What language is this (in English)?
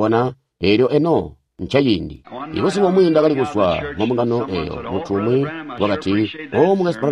Tonga (Zambia)